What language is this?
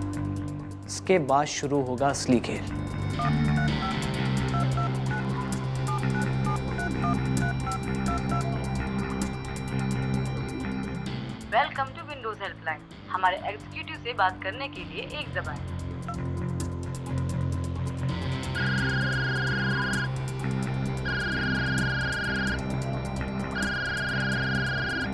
Hindi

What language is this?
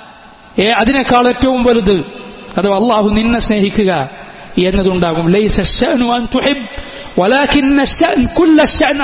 Malayalam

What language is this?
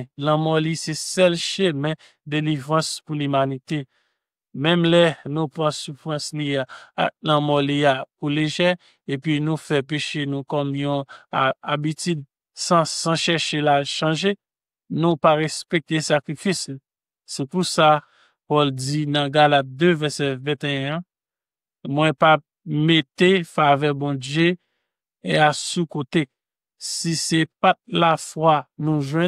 Haitian Creole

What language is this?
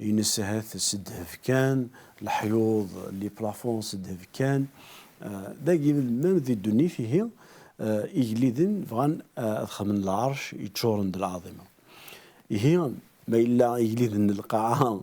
Kabyle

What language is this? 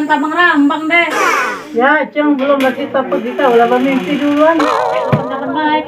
Musi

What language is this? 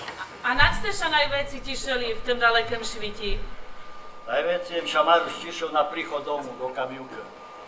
Rusyn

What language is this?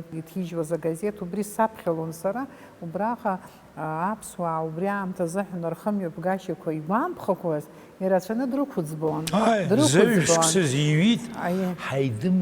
Abkhazian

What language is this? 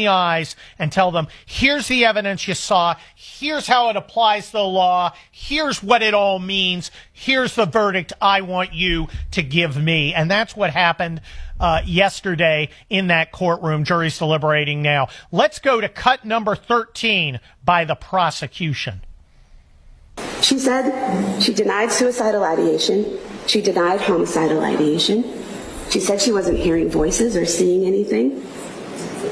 English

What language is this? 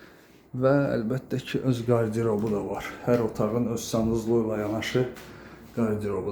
Azerbaijani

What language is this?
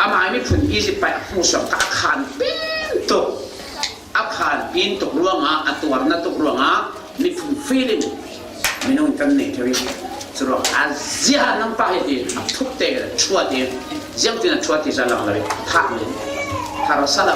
Falam Chin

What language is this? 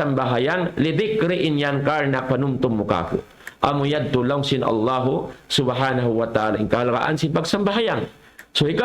Tausug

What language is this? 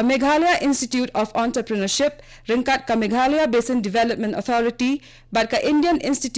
Khasi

